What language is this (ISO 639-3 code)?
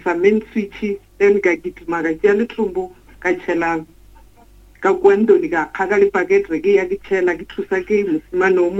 nso